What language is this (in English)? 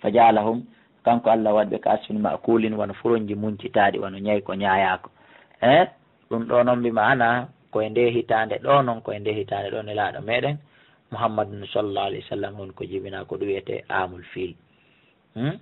Fula